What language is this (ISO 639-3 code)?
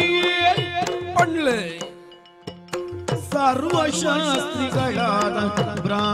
kan